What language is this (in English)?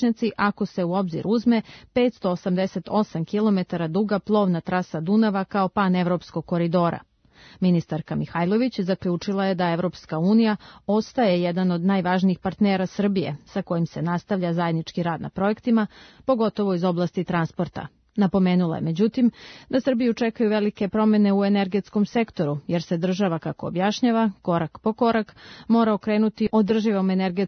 Serbian